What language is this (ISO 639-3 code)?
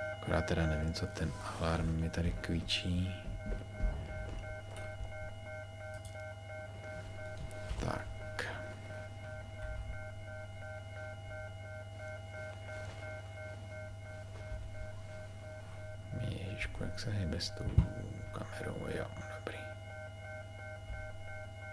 ces